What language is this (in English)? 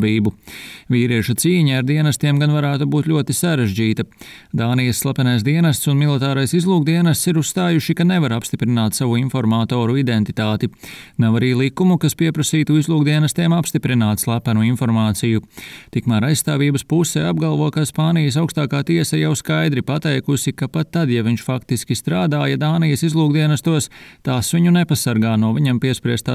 Latvian